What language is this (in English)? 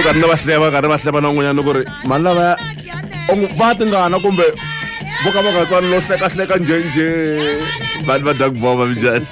Tsonga